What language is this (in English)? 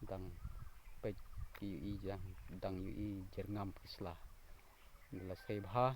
Khasi